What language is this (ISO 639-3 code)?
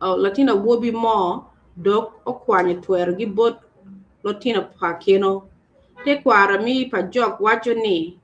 ach